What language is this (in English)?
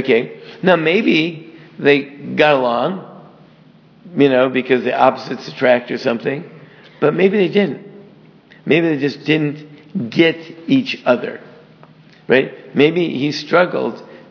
English